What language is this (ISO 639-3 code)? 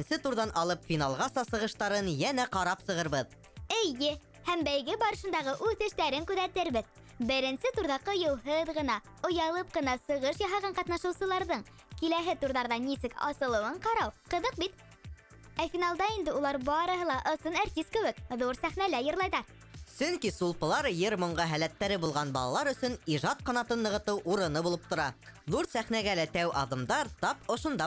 bak